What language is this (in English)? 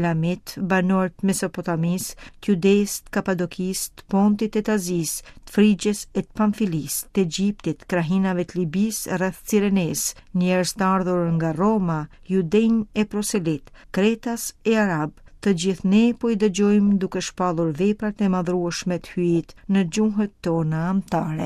Albanian